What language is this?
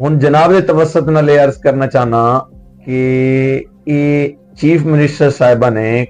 Western Panjabi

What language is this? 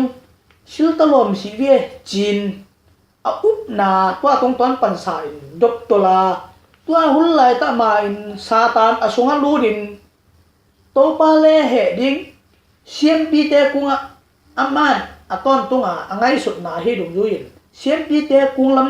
Tedim Chin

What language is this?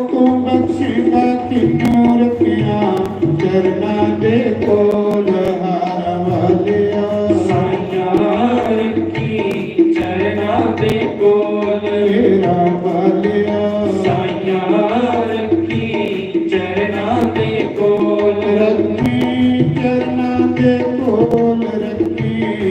Dogri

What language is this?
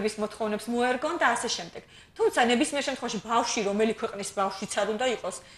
Georgian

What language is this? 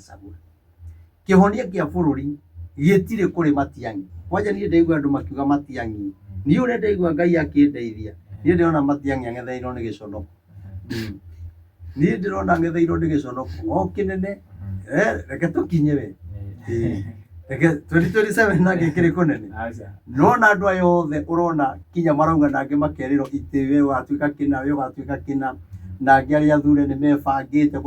Kikuyu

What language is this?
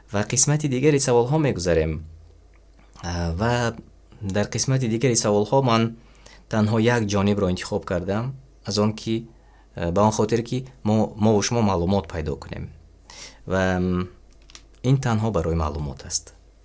Tajik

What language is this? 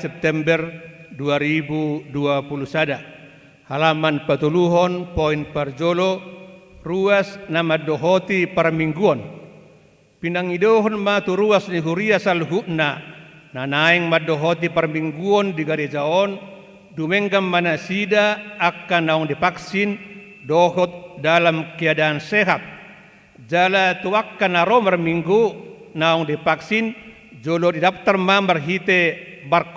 Batak Toba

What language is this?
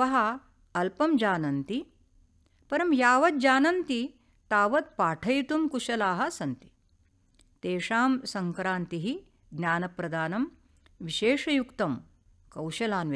Sanskrit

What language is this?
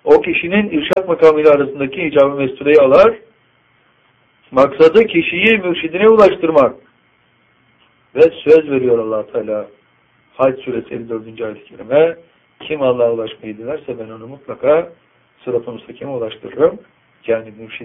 Turkish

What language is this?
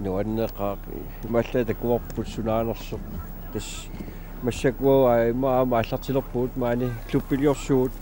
Kalaallisut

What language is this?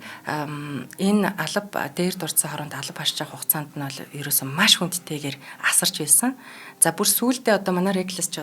Mongolian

